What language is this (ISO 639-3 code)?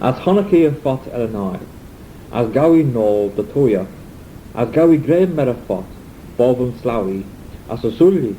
glv